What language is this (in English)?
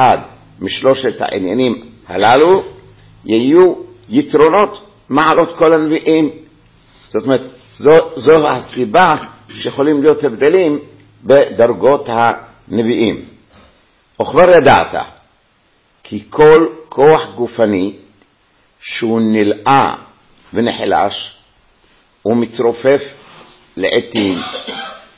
Hebrew